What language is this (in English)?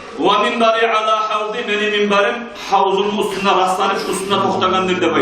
Kumyk